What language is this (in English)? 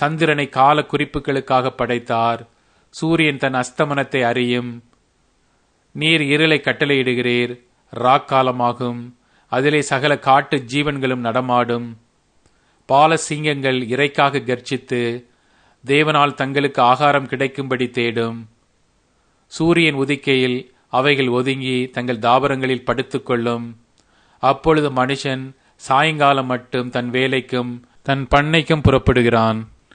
Tamil